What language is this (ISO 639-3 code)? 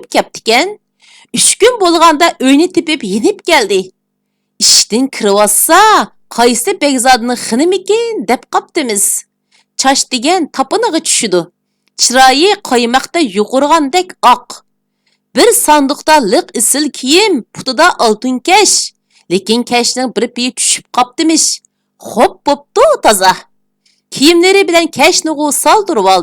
uig